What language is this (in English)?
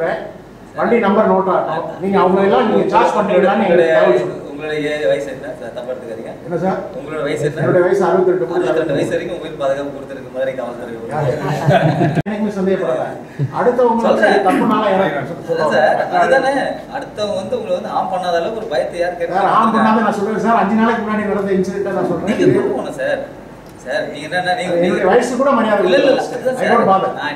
Tamil